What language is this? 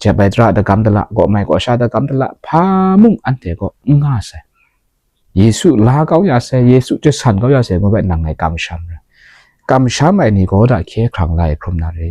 Kachin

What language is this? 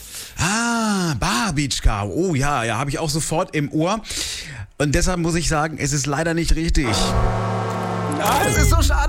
German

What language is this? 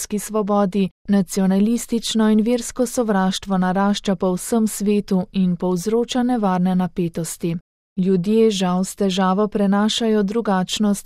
Slovenian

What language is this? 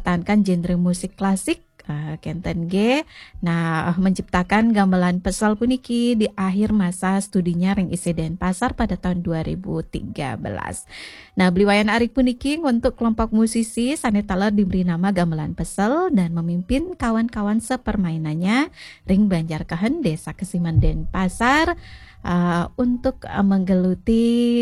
Balinese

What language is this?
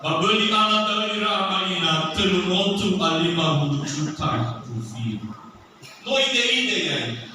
Nias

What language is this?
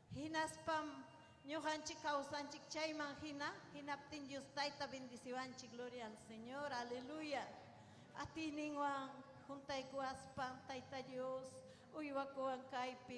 Ayacucho Quechua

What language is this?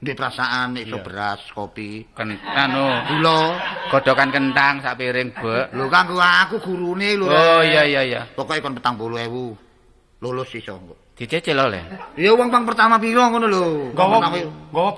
Javanese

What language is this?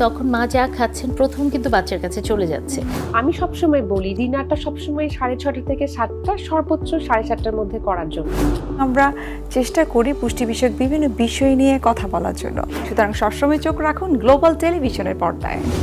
Bangla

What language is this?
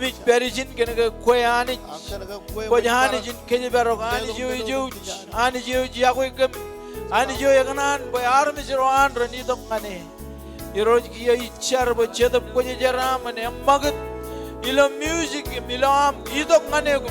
Marshallese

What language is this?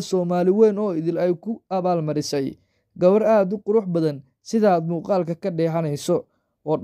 Somali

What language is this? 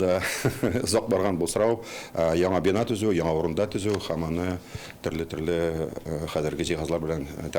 Tatar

